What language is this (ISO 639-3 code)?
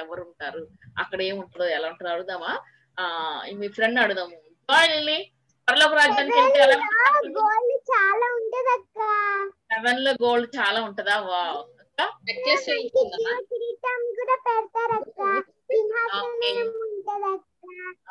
tel